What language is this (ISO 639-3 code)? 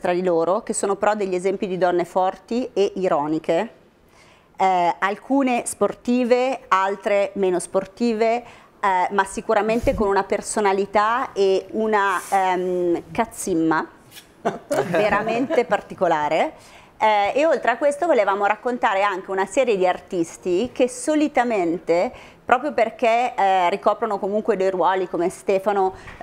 ita